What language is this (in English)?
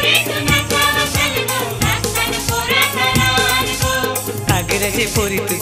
Marathi